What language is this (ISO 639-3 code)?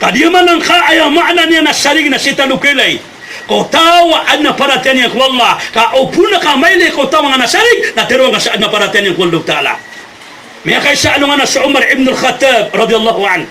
mrw